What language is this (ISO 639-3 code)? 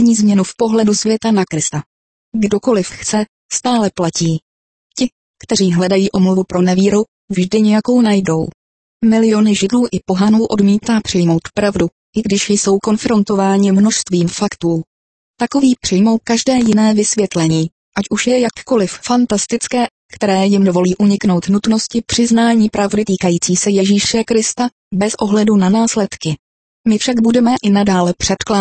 ces